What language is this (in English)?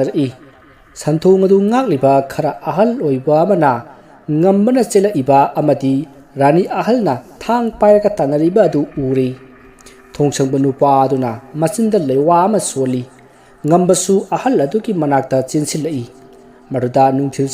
Manipuri